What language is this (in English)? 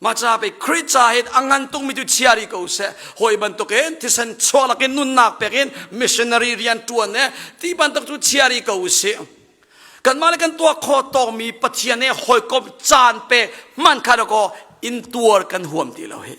Hakha Chin